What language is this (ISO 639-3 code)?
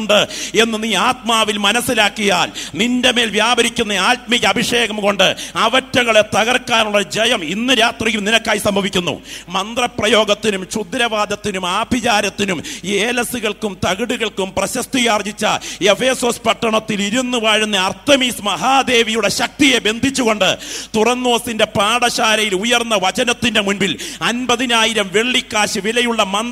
mal